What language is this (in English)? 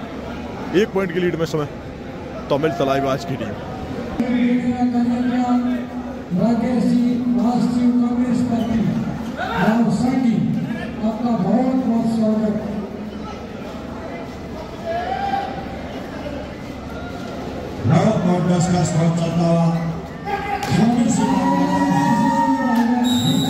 Hindi